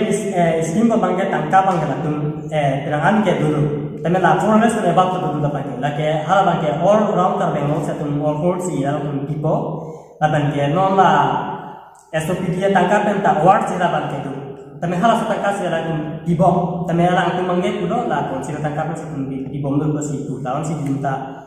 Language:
Karbi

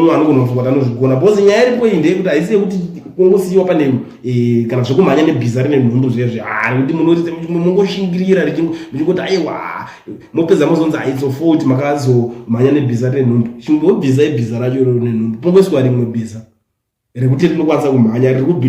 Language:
Shona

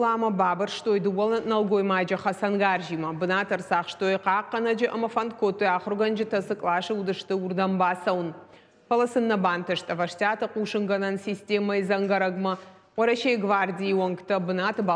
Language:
Ossetic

